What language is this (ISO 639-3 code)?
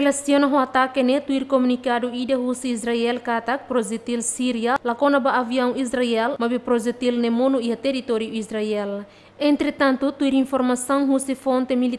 tet